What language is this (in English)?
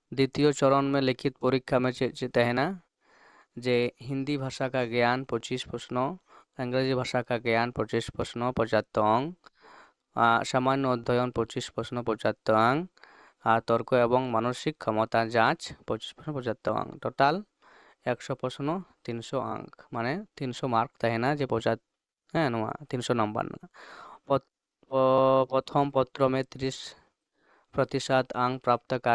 Santali